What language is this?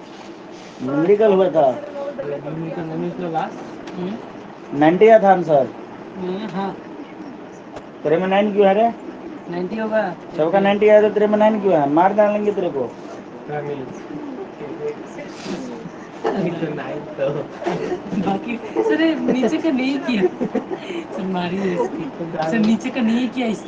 Hindi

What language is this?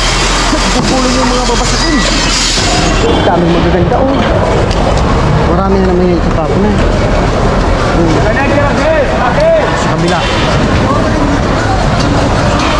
Filipino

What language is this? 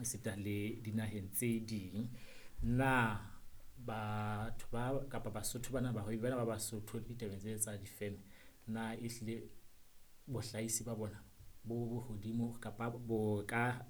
Southern Sotho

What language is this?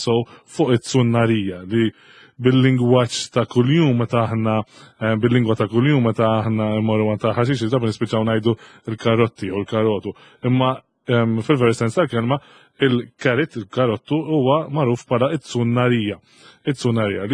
Maltese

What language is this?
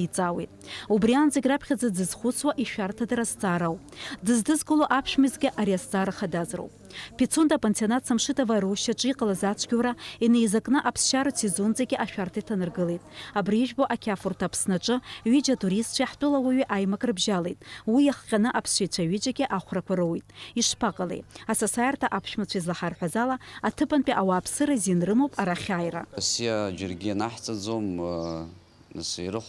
Abkhazian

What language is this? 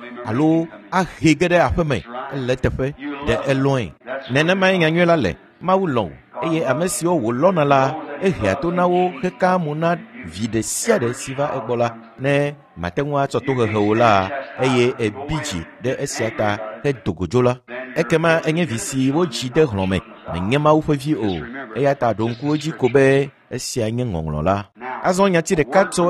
Ewe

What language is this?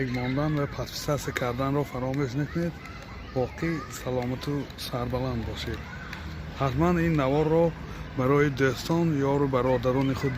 Tajik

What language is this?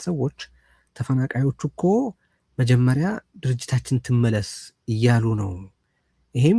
Amharic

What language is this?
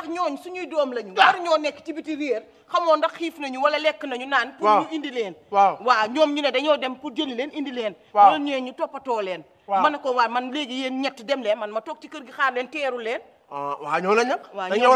Wolof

